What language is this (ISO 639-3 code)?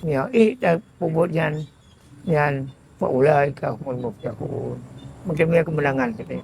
ace